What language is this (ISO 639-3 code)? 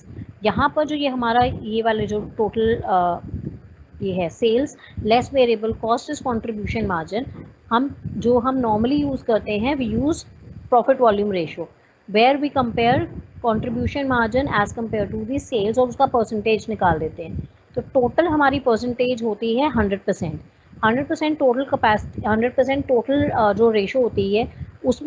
hin